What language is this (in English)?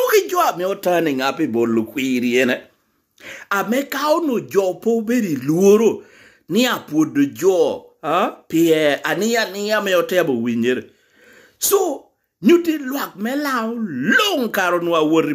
Lango (Uganda)